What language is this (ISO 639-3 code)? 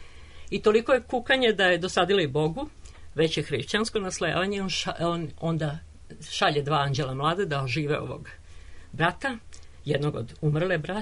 srp